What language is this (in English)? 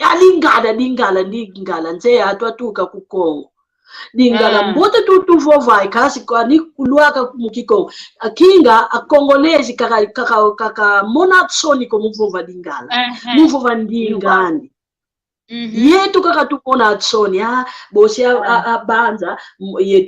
San Salvador Kongo